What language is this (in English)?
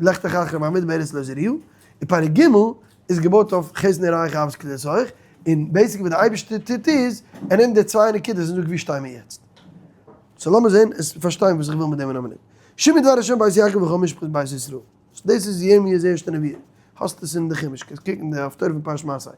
Yiddish